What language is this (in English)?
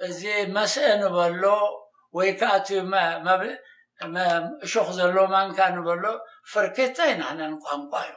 Tigrinya